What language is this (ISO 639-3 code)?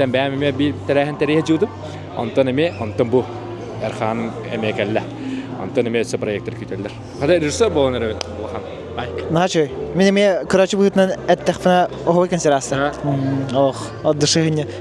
sah